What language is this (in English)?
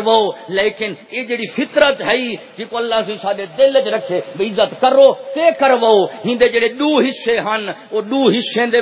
Saraiki